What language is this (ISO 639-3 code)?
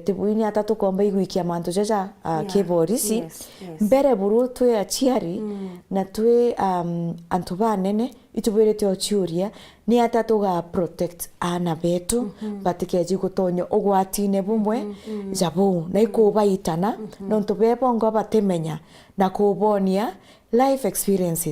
mer